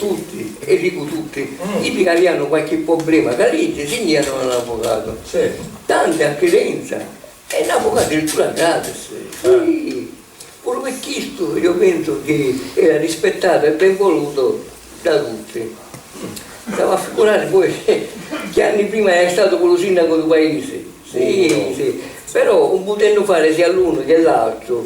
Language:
Sicilian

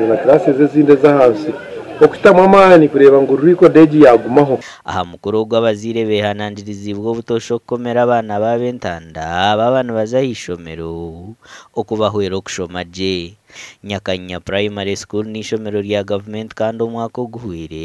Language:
Nyankole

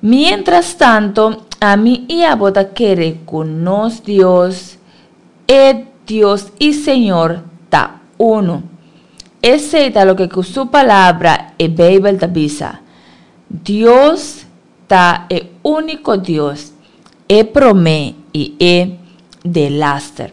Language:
Papiamento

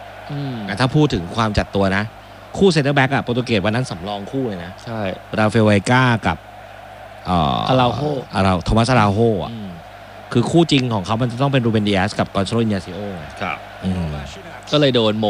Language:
Thai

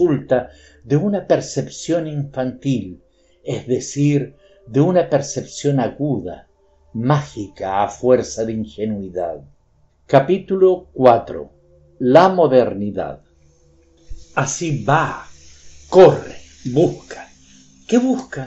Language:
Spanish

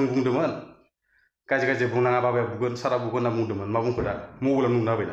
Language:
Bodo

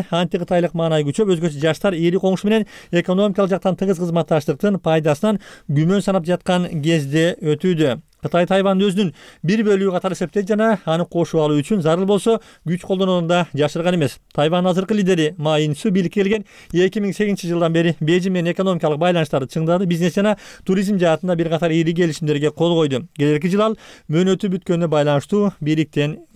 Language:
Kyrgyz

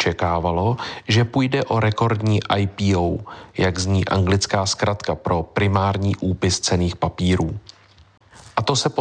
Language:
Czech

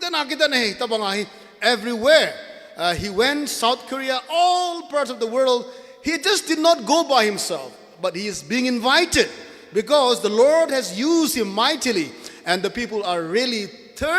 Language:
Thado Chin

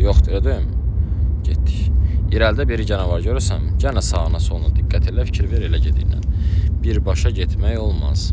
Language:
Azerbaijani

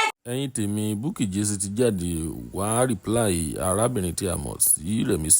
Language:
Yoruba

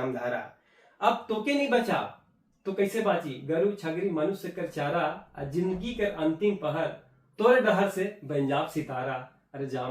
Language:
Sadri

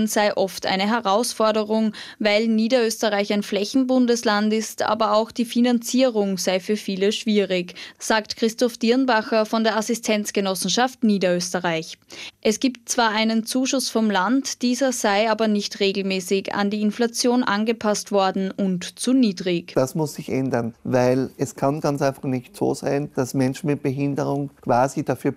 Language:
German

